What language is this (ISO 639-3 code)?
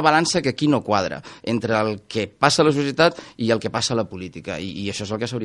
cat